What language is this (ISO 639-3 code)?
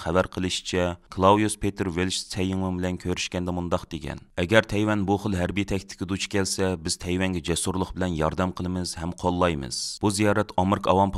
uig